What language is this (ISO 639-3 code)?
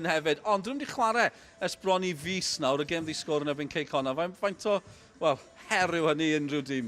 cym